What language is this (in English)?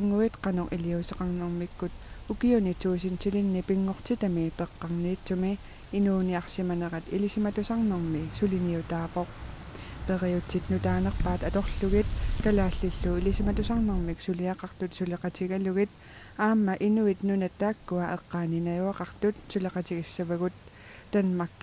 Kalaallisut